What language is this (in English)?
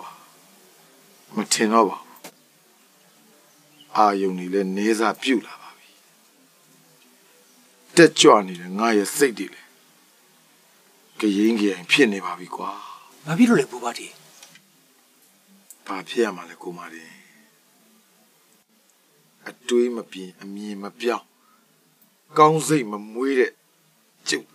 Burmese